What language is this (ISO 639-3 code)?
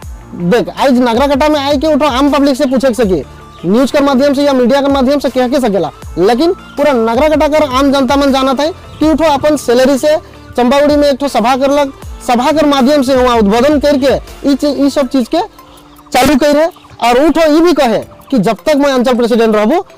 sck